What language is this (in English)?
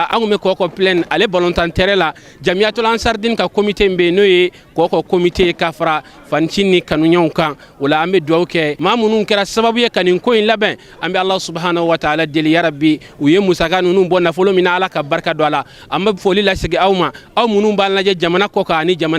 Bambara